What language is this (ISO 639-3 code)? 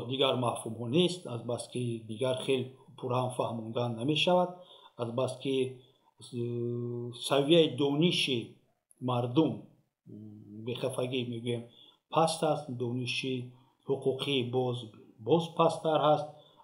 tgk